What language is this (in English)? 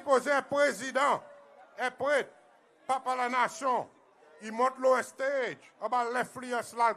Seselwa Creole French